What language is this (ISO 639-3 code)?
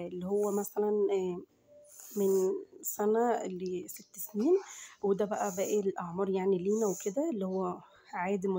arz